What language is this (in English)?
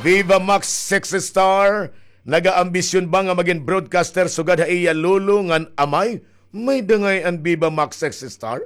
Waray